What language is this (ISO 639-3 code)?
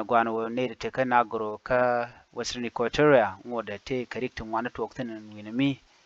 nus